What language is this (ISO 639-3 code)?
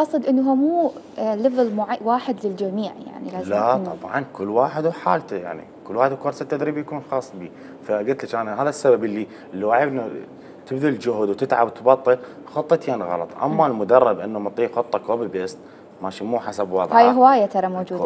acm